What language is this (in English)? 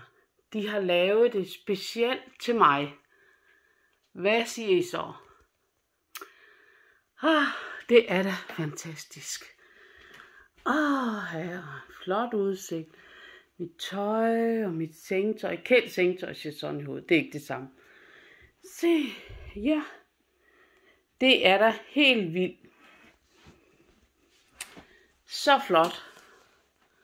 Danish